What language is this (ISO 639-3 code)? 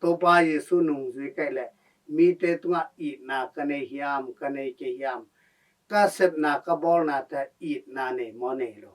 ctd